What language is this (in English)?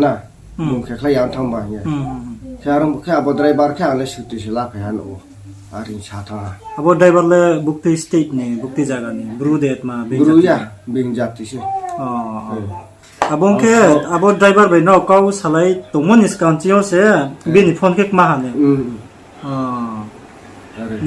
Riang (India)